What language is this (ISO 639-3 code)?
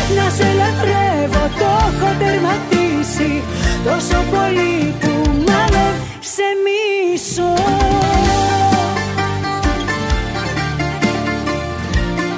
ell